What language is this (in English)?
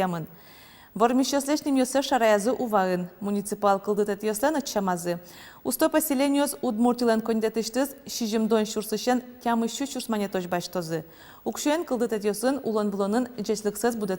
Udmurt